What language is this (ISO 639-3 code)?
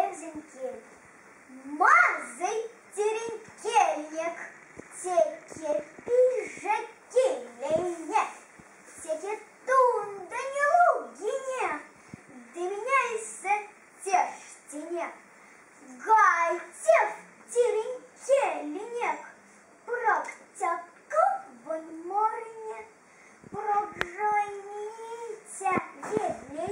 myv